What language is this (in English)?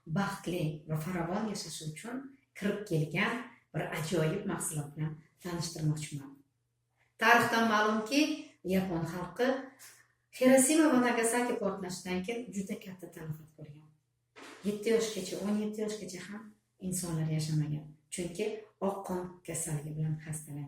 Uzbek